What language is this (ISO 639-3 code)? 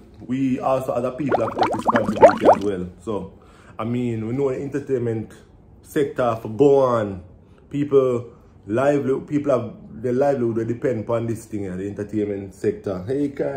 jam